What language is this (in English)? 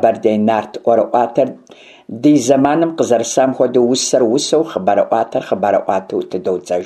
Kabardian